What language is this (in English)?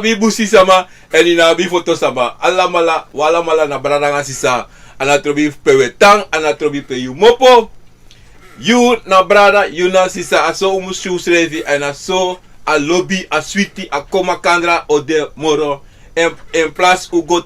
Sranan Tongo